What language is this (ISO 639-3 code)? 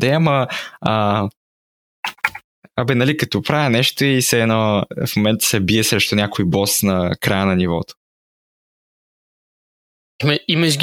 bul